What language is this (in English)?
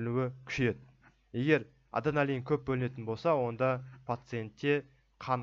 Kazakh